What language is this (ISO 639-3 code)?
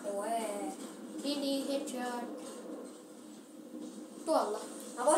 fin